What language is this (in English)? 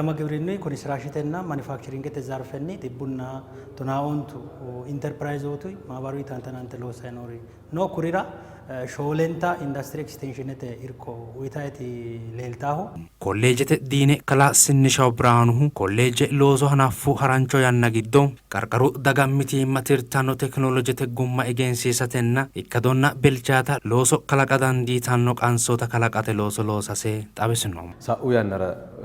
Sidamo